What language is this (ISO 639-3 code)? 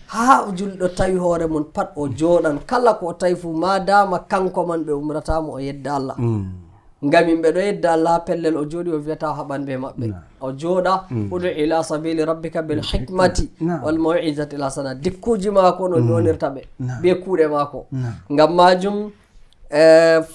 fuv